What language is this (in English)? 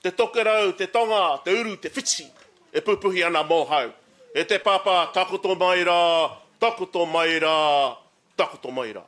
Māori